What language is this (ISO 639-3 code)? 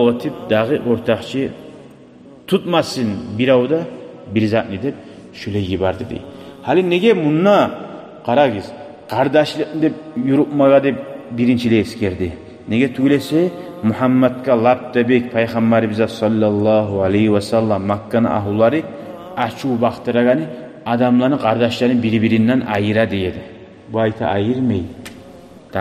kum